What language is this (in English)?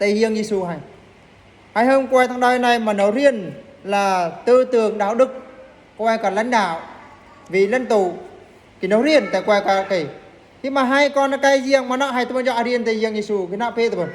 Eastern Bru